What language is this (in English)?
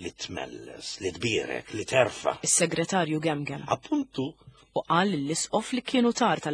Maltese